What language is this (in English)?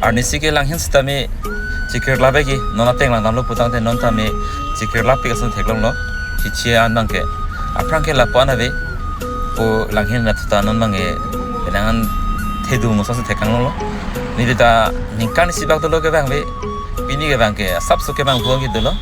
Karbi